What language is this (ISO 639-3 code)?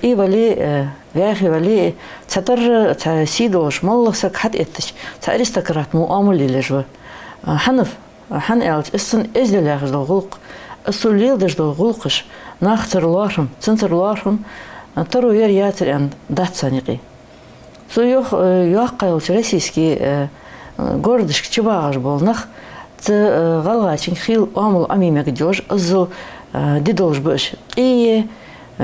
inh